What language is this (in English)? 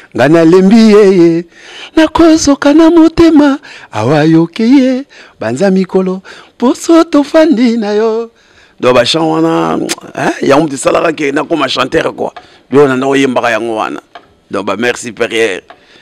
Lingala